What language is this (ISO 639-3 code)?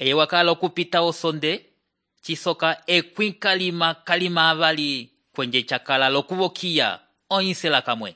umb